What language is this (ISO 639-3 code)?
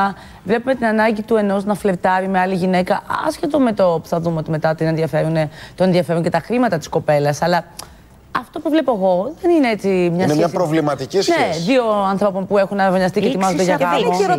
ell